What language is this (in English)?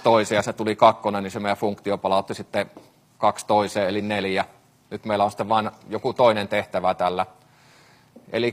Finnish